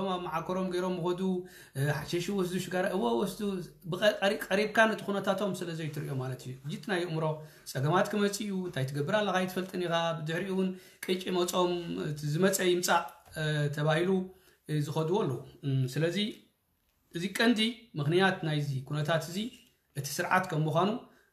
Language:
Tigrinya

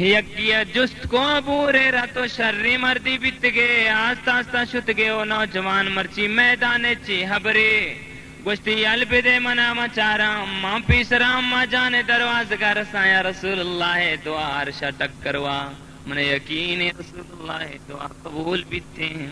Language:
Baluchi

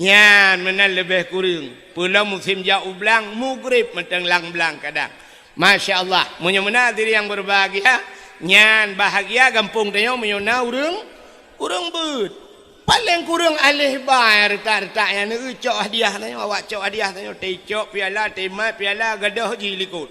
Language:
Achinese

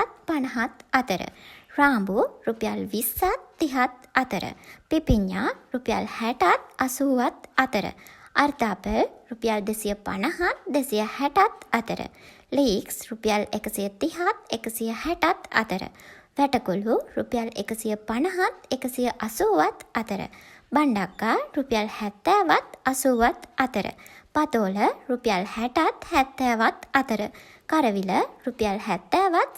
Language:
Sinhala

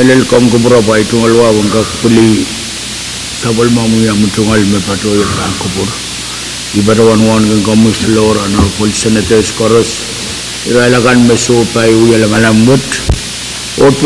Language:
Pohnpeian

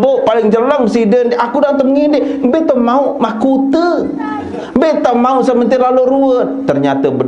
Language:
Sasak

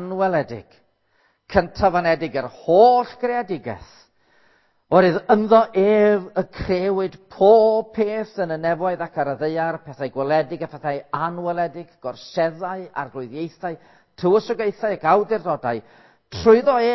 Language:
Welsh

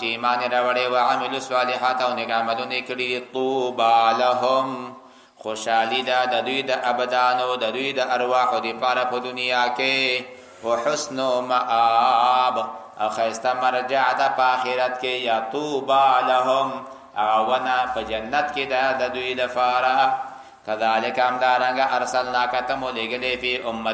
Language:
Pashto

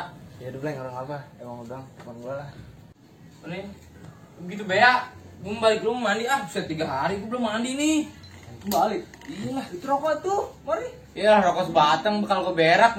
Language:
Betawi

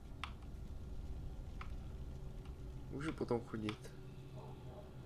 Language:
Czech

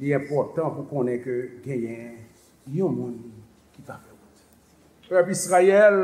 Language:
Haitian Creole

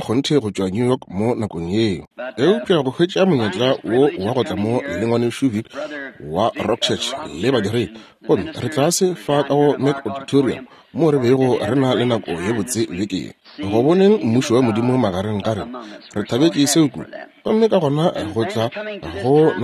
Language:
Northern Sotho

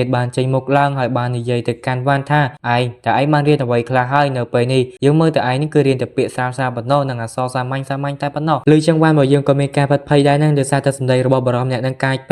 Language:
Khmer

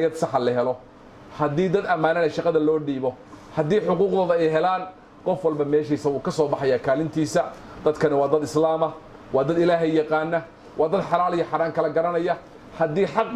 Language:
Somali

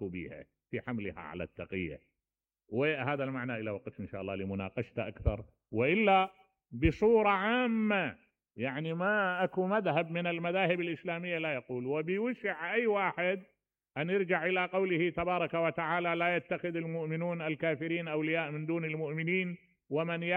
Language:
Mesopotamian Arabic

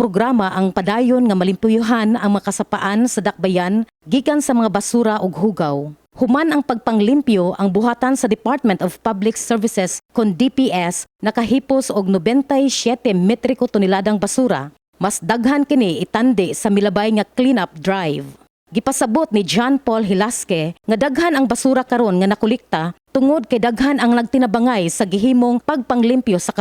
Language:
Cebuano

